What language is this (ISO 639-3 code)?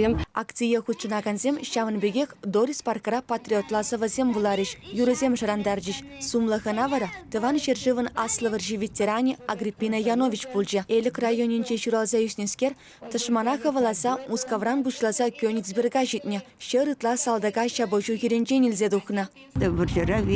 chv